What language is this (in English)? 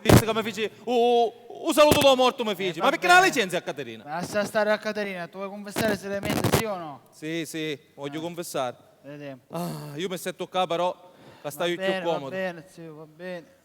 Sicilian